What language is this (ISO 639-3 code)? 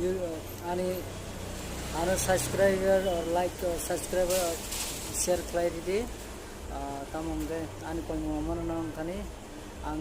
trp